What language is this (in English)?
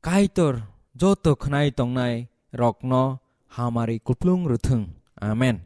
Kok Borok